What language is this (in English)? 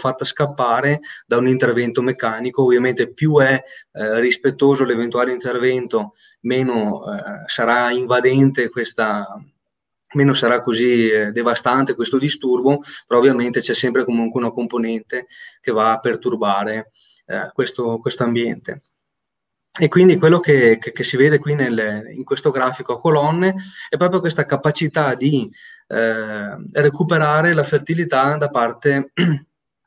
Italian